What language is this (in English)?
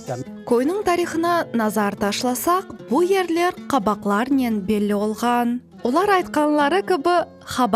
Crimean Tatar